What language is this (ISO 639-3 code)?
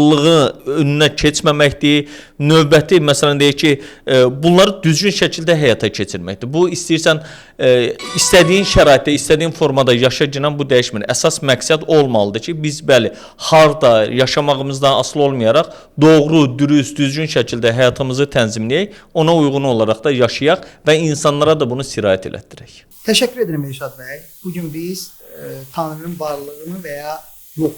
aze